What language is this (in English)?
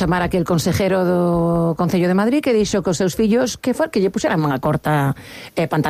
Galician